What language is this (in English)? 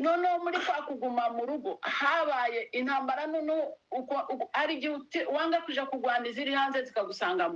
Kinyarwanda